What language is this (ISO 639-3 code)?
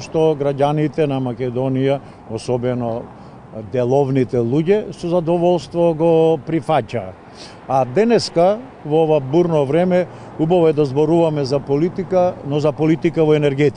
mkd